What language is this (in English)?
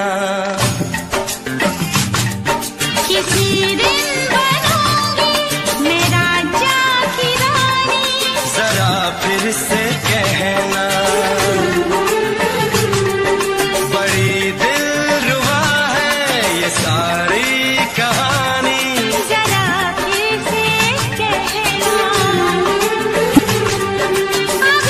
Hindi